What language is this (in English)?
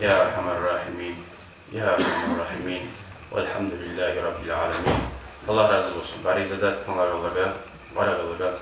Kumyk